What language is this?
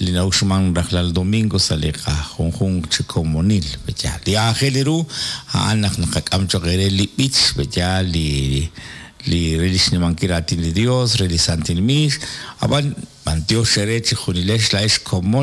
Kekchí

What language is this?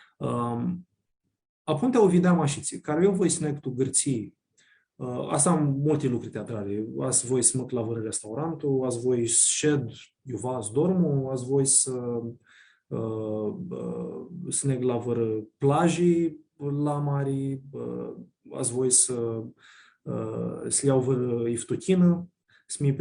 Aromanian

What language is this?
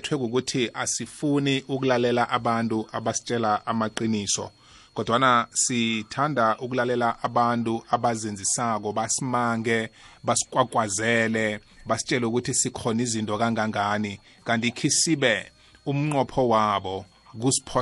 South Ndebele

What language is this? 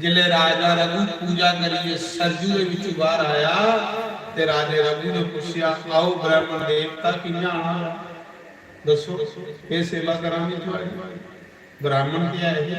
Dogri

